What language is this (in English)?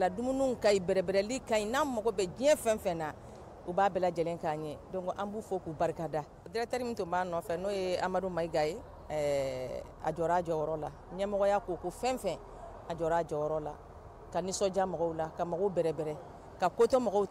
Bambara